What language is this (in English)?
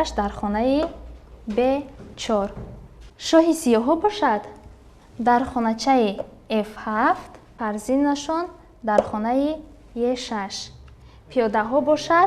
Tajik